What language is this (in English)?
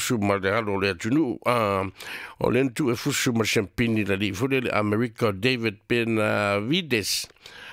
Samoan